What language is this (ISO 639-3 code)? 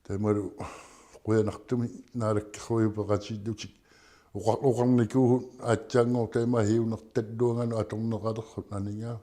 kal